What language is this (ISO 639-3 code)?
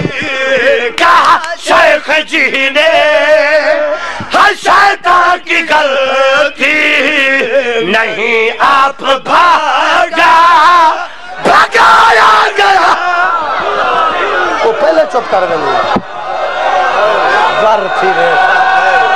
urd